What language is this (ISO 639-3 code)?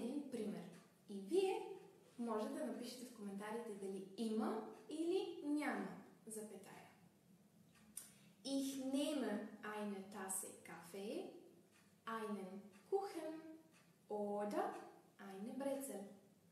bul